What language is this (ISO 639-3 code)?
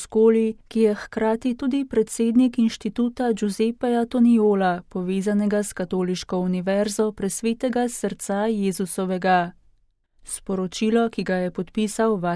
slv